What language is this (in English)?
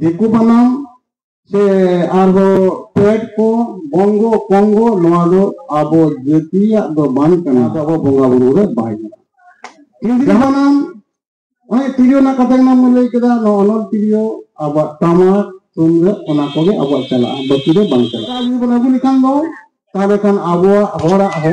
Santali